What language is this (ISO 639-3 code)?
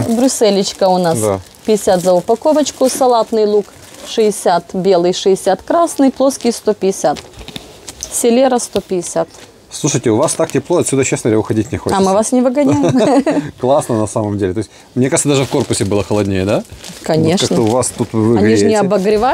rus